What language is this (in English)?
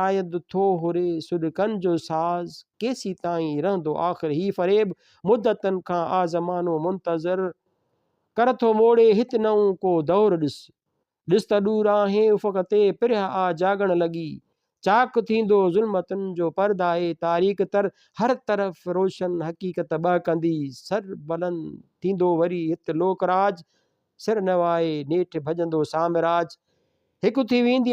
Sindhi